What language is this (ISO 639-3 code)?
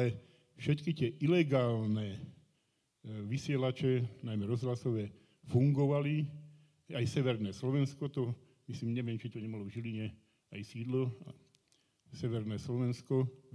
slk